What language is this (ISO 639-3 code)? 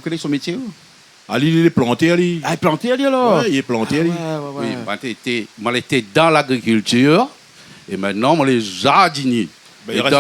rcf